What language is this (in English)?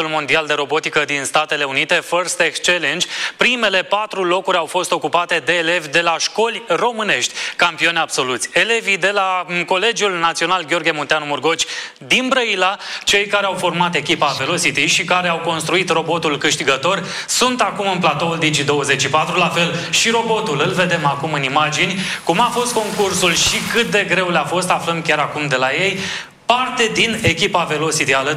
Romanian